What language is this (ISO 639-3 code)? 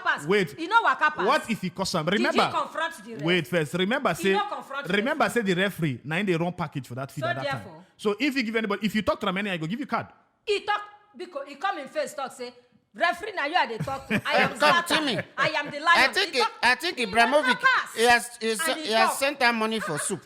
pcm